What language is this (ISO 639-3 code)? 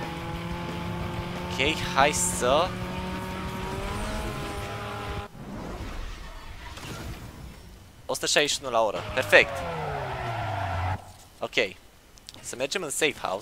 ron